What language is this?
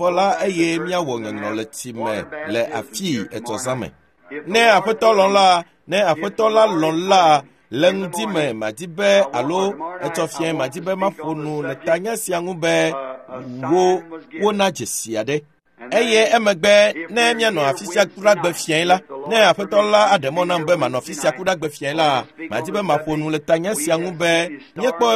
Ewe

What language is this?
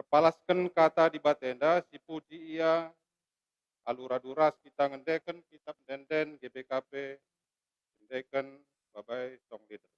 Batak Karo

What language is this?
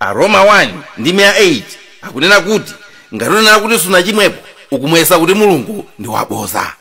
Nyanja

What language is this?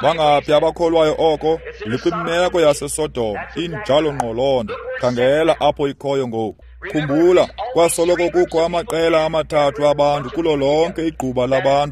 Xhosa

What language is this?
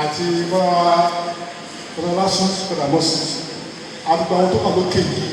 Yoruba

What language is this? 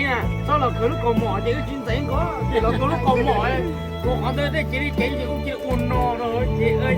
Hmong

